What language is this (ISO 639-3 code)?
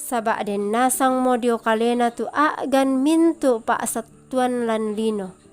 sda